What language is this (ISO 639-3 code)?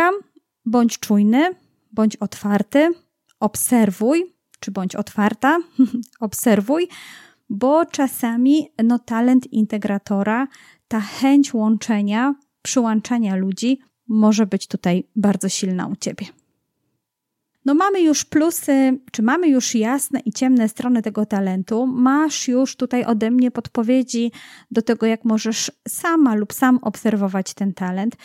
pol